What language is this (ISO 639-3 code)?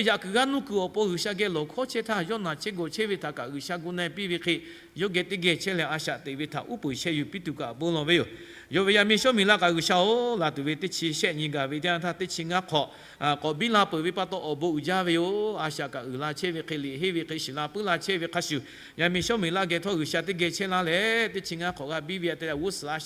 lhu